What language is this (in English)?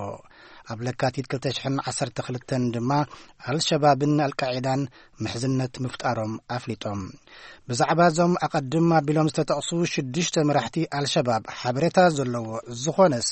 Tigrinya